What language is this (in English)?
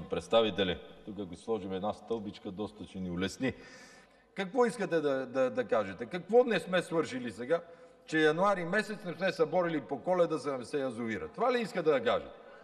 Bulgarian